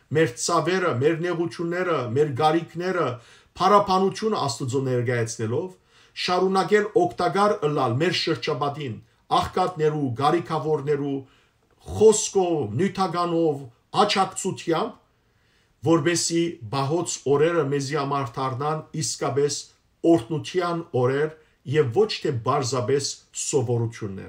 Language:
Western Armenian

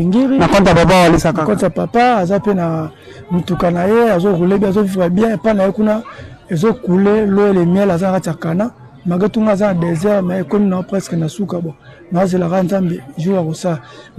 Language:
Lingala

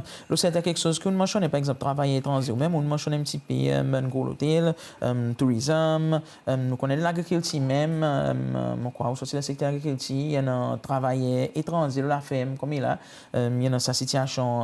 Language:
Seselwa Creole French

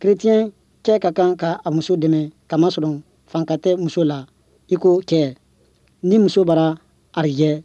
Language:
Bambara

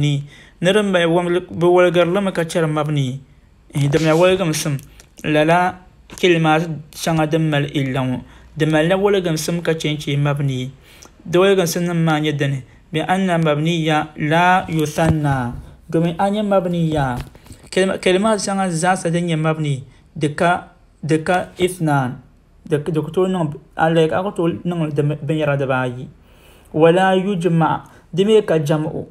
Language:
Dagbani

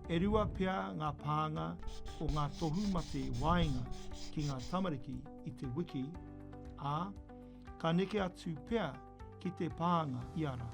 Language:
Māori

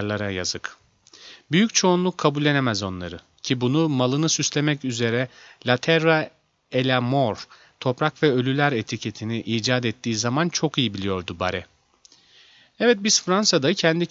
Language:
Turkish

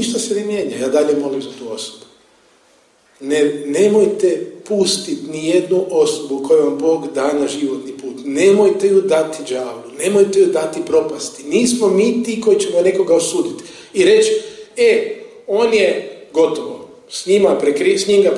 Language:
Croatian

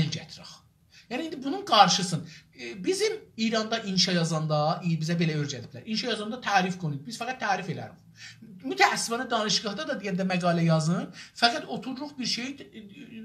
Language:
South Azerbaijani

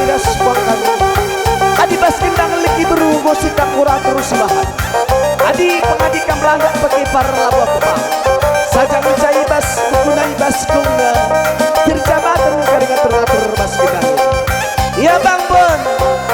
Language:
Batak Karo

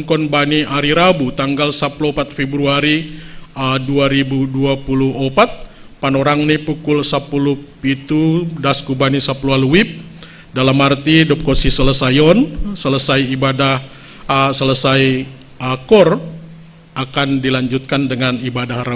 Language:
Batak Simalungun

